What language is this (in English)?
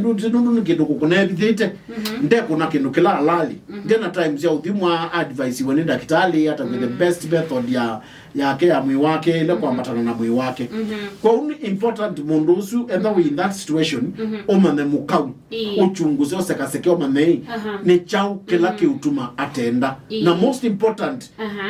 Kamba